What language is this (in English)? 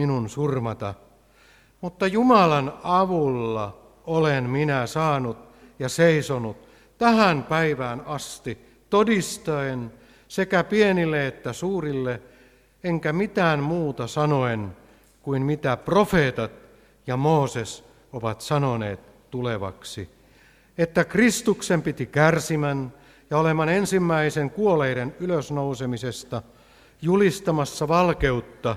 Finnish